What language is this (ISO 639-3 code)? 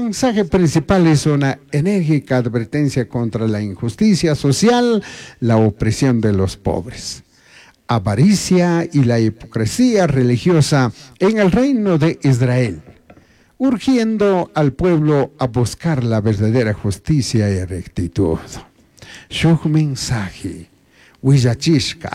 qug